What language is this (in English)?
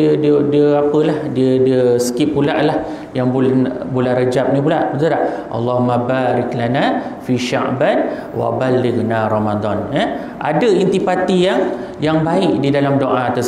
Malay